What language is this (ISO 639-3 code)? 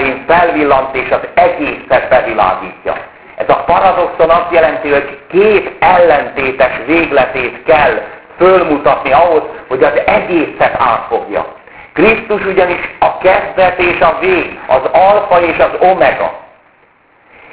hun